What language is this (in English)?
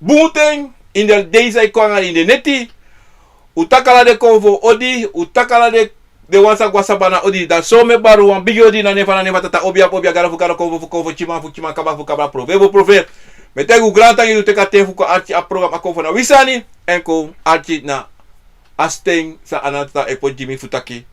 Sranan Tongo